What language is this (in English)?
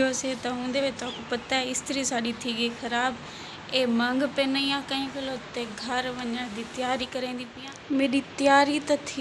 Saraiki